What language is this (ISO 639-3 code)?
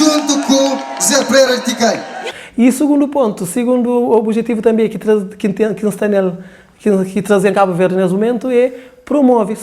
kea